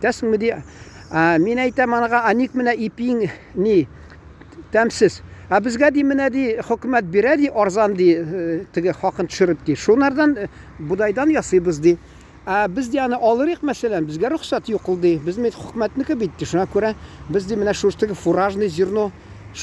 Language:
Tatar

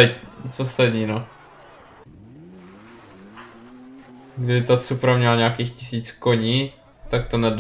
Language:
Czech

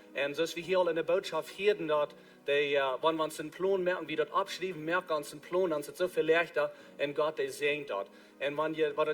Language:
Plautdietsch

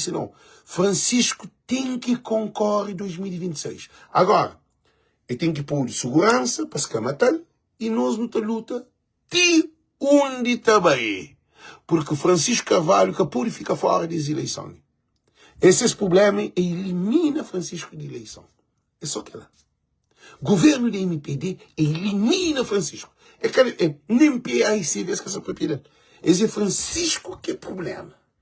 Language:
Kabuverdianu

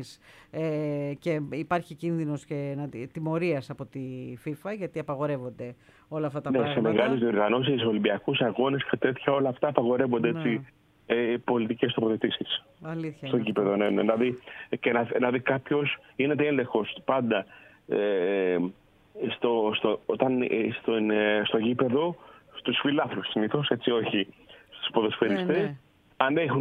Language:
Greek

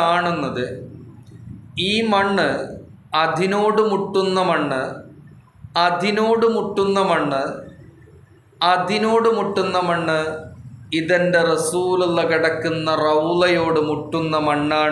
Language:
Malayalam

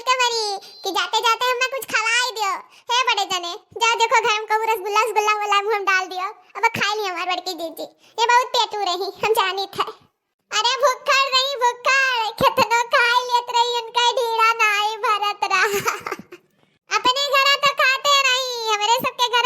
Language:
Awadhi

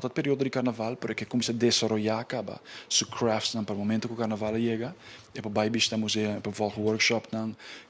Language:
Papiamento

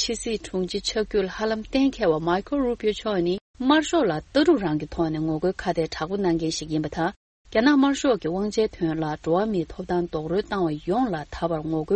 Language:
Tibetan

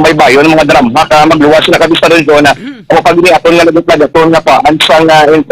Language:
Hiligaynon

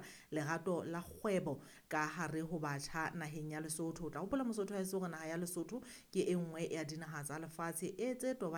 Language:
Southern Sotho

